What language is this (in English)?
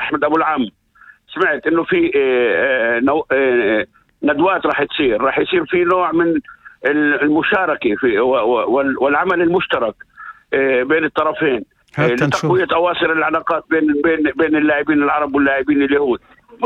North Levantine Arabic